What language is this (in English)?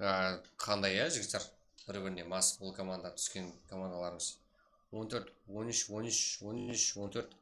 Kara-Kalpak